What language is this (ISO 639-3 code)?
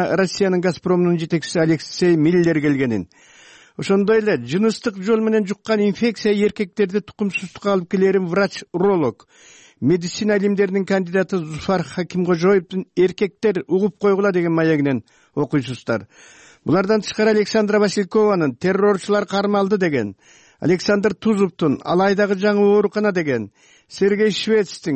kir